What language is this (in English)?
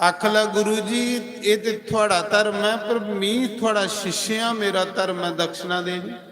Dogri